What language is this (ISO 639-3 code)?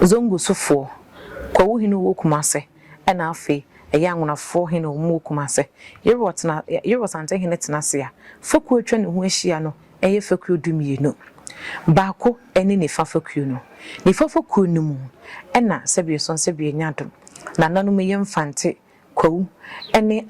aka